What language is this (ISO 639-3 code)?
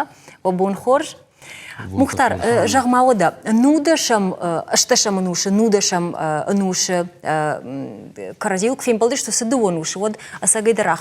oss